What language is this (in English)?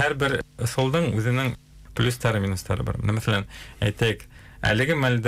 Bashkir